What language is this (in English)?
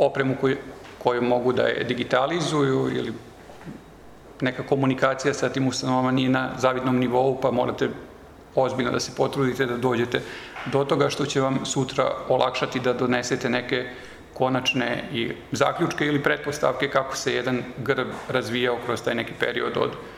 Serbian